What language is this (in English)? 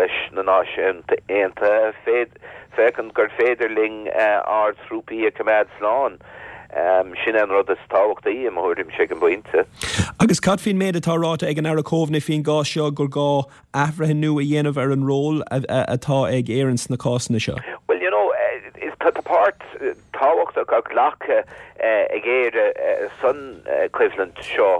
Irish